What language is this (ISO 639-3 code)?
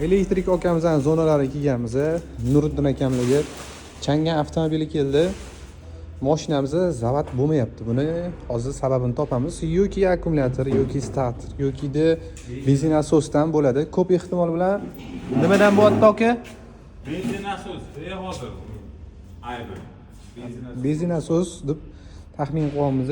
uzb